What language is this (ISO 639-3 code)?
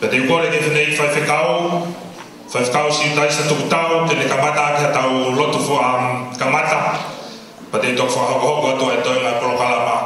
ton